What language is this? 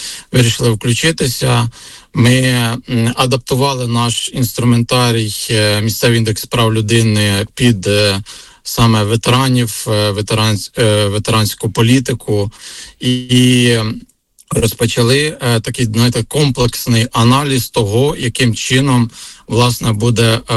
Ukrainian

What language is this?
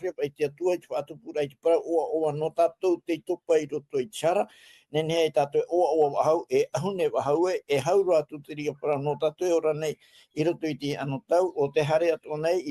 Tahitian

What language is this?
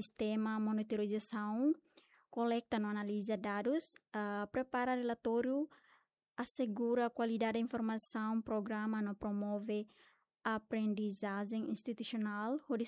Tetum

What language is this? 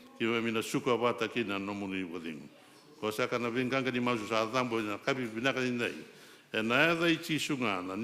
Fijian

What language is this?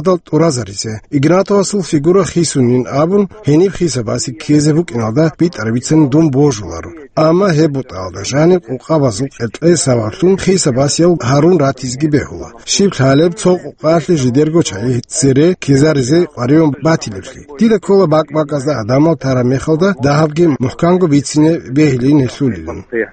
Avaric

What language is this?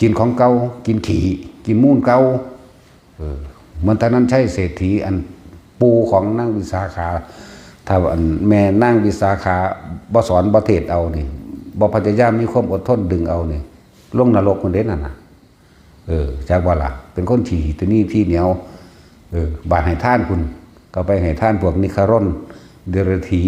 Northeastern Thai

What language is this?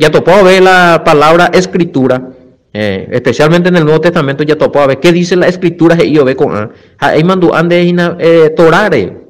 Guarani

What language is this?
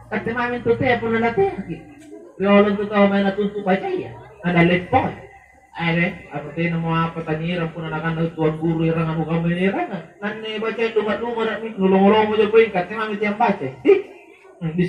Makasar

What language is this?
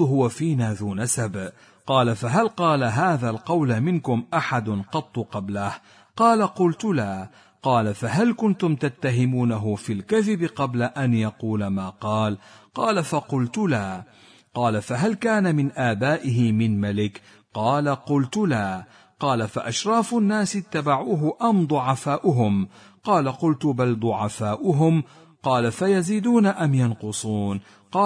Arabic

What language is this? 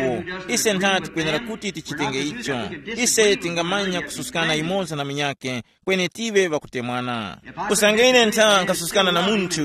Tumbuka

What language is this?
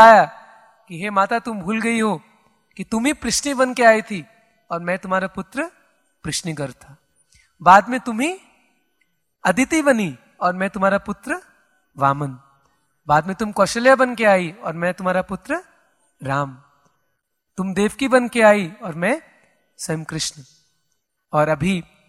Hindi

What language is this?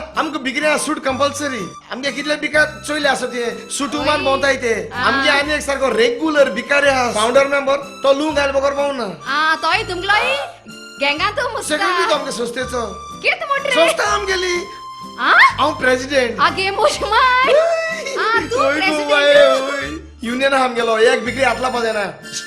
Konkani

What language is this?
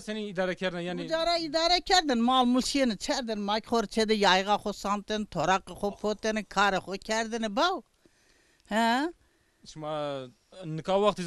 Zaza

